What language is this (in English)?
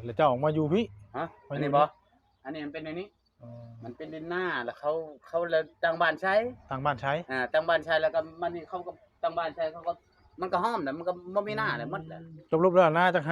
Northeastern Thai